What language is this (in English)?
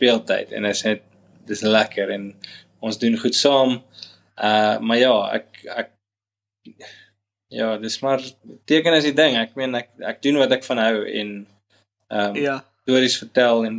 Afrikaans